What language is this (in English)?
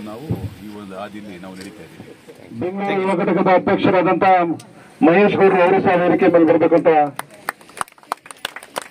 Kannada